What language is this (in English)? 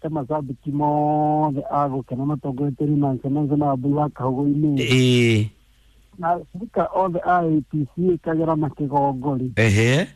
Kikuyu